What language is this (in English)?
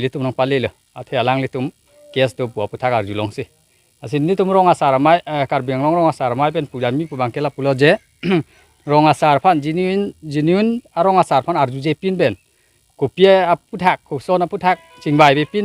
Karbi